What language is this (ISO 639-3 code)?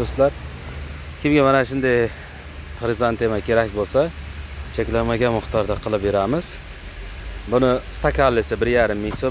uzb